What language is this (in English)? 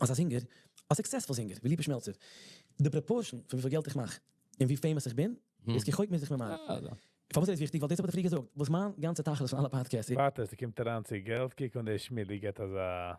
Yiddish